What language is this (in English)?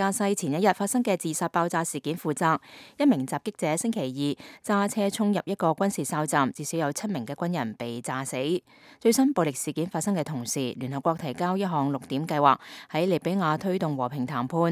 Cantonese